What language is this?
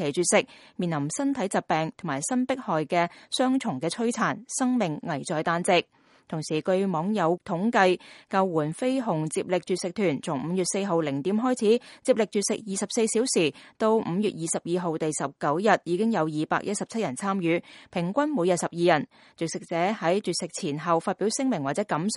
Cantonese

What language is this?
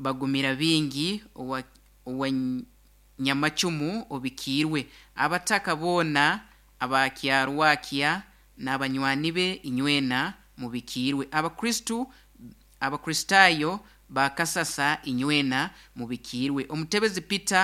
Nyoro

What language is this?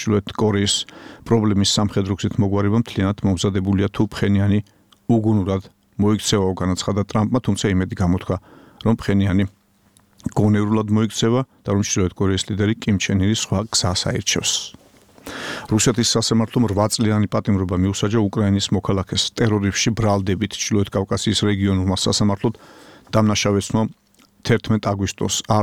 Georgian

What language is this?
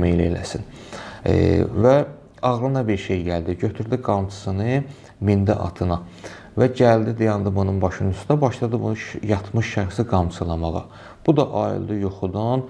Azerbaijani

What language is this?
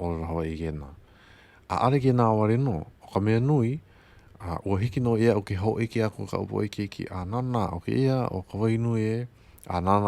Hawaiian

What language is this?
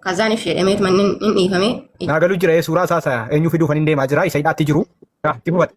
Oromo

